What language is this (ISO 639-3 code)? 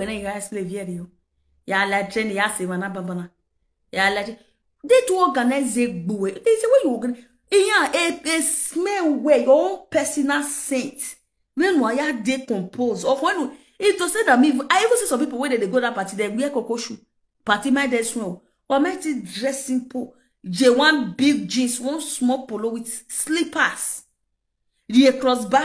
pcm